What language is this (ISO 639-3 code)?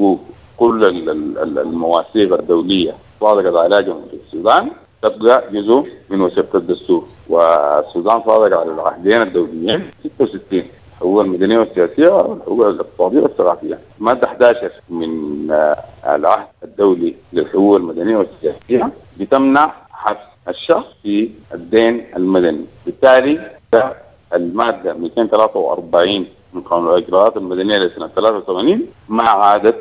apd